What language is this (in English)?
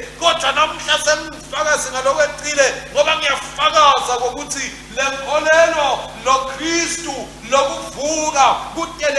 Swati